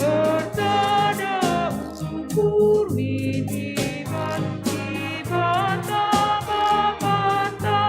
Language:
Batak Karo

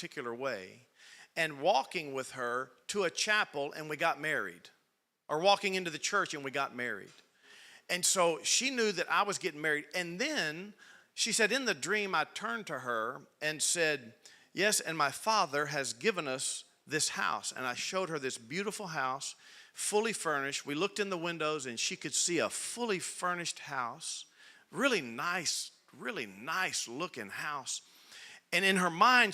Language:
English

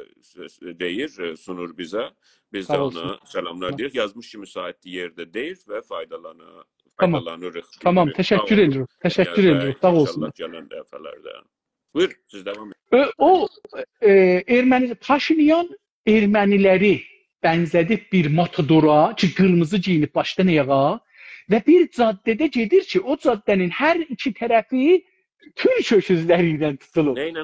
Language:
South Azerbaijani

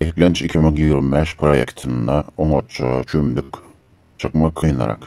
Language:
Turkmen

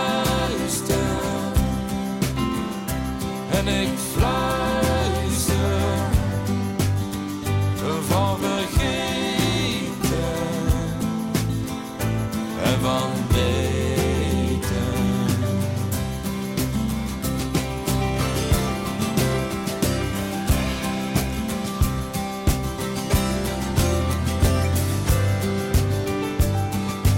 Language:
Dutch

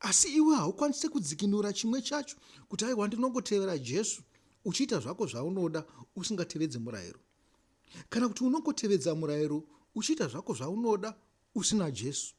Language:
Shona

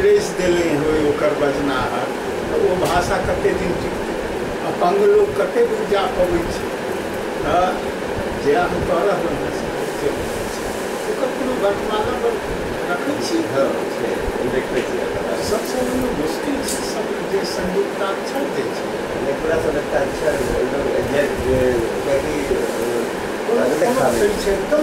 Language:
Maithili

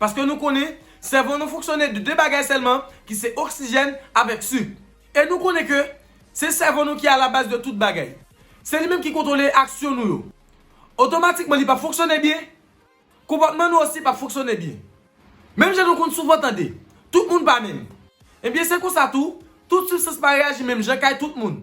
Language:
Haitian Creole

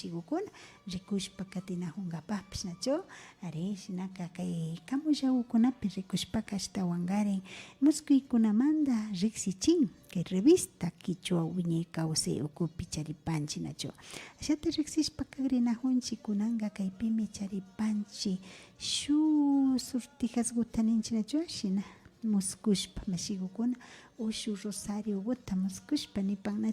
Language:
Imbabura Highland Quichua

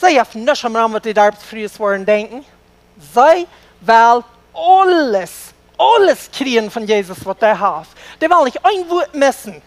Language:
Plautdietsch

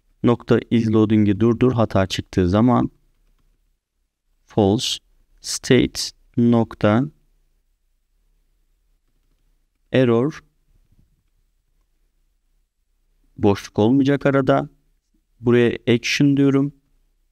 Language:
Turkish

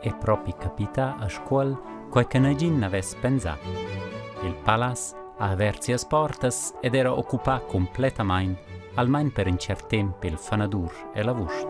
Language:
Romansh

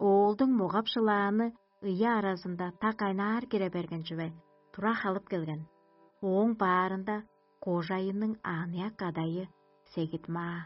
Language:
Tuvinian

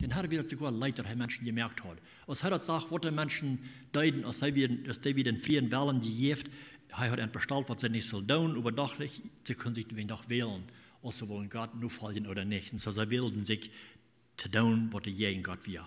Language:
Plautdietsch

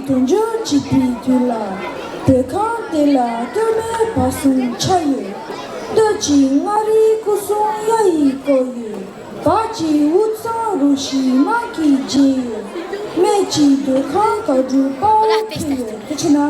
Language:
Tibetan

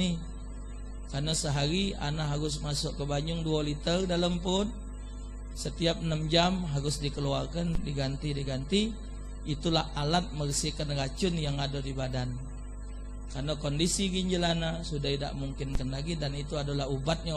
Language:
Musi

